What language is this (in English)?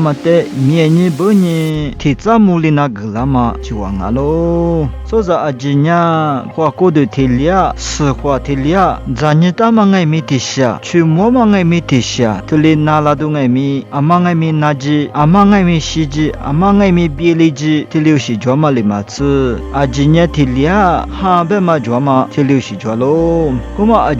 Lisu